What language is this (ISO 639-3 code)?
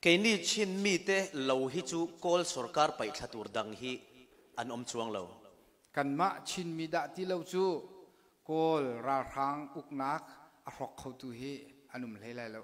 cfm